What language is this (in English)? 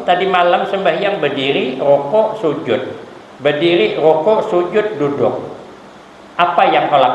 Banjar